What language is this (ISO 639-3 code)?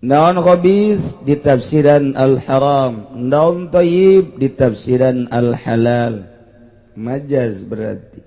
sun